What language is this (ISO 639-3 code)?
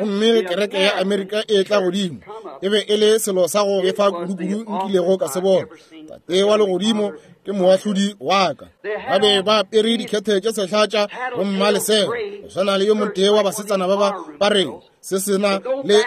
nso